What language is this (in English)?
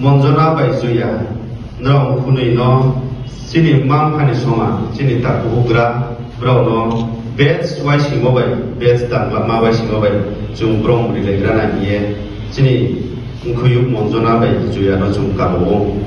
Riang (India)